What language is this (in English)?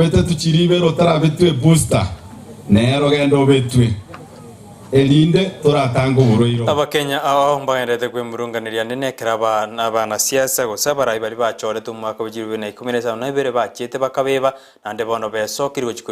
Gusii